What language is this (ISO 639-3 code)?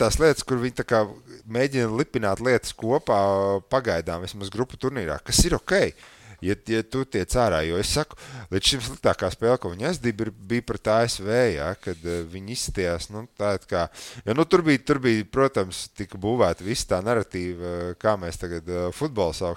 lav